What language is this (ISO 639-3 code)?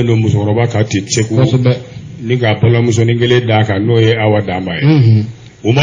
bam